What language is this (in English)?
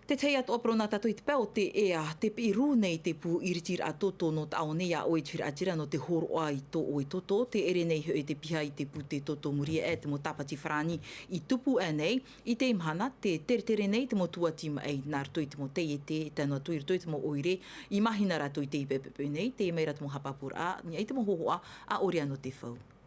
Tahitian